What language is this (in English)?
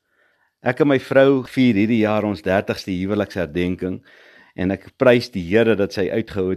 Afrikaans